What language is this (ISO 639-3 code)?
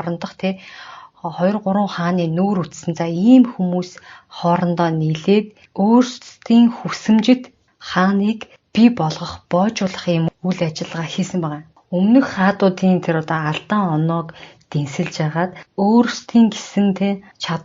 mon